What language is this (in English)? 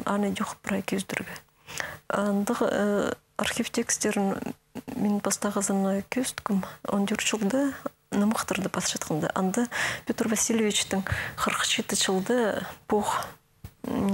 Khakas